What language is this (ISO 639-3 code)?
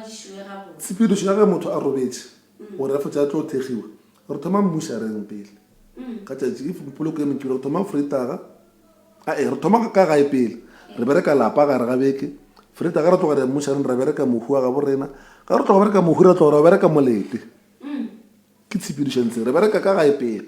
nso